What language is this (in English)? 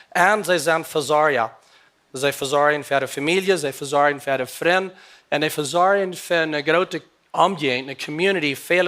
Plautdietsch